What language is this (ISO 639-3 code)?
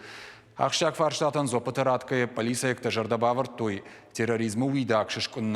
oss